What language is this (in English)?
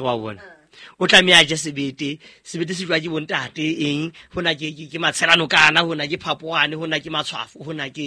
Southern Sotho